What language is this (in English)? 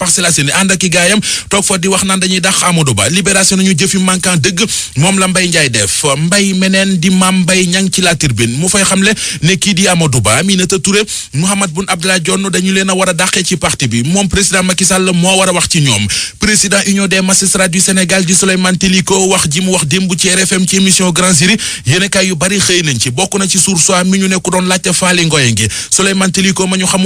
Wolof